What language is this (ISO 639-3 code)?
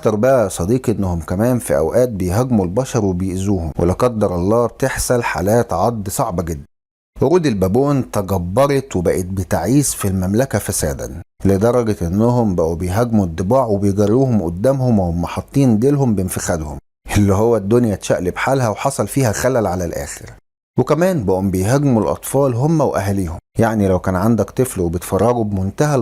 arz